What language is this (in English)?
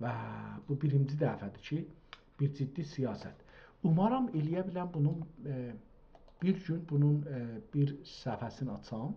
South Azerbaijani